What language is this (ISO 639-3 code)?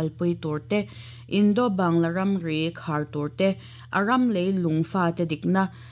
lus